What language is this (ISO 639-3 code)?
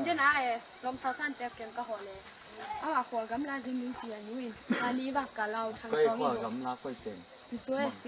ctd